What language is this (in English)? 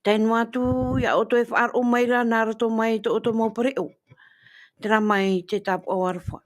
Tahitian